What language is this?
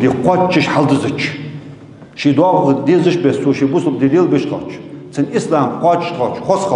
Ingush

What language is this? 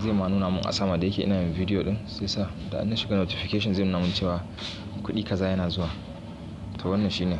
Hausa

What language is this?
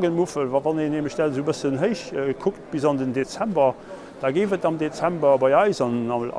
Luxembourgish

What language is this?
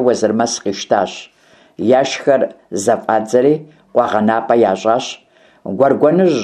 Kabardian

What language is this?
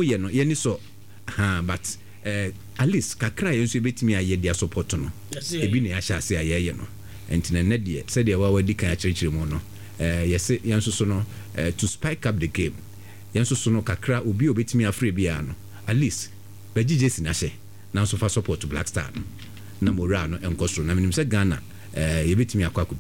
Akan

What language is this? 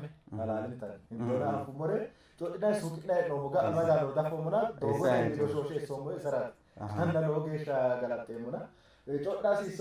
Sidamo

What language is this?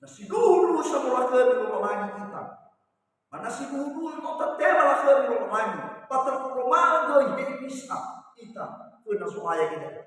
Nias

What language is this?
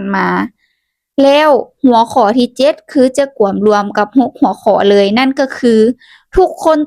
Lao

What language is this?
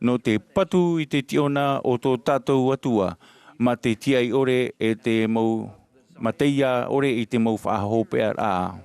Tahitian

